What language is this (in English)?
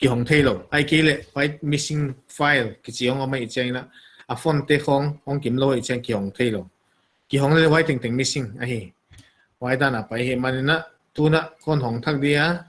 Paite Chin